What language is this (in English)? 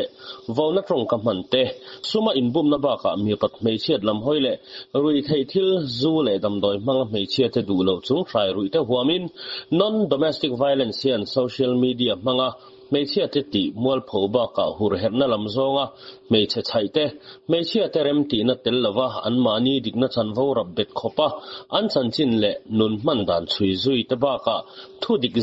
Mizo